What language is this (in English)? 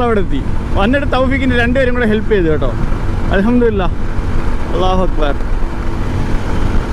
Malayalam